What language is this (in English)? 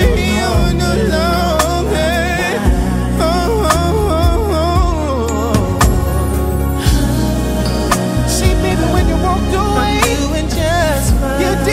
English